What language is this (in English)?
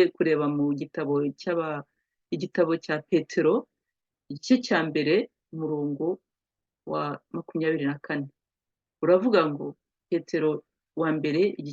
Kinyarwanda